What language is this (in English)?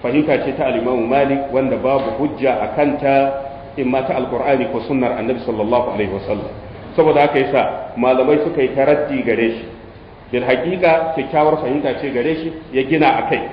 Hausa